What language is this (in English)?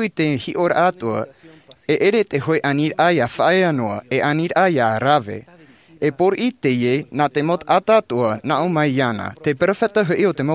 Tahitian